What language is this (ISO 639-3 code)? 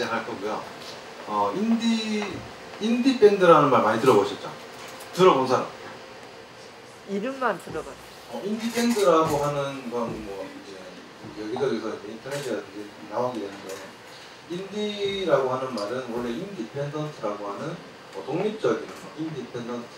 kor